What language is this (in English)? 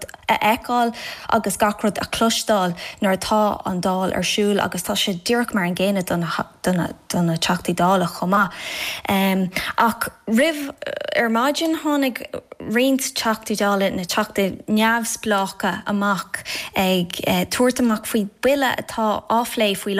Irish